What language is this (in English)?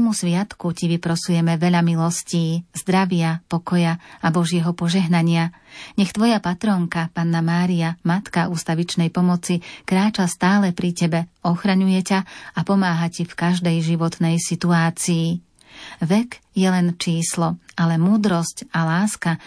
Slovak